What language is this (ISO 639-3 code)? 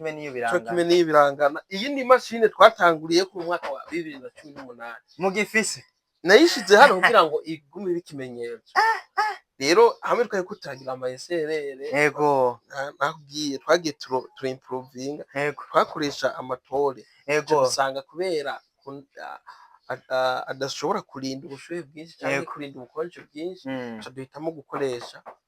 run